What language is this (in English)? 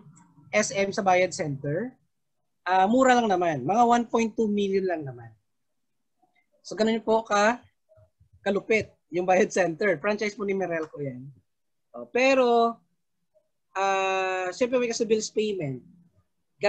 Filipino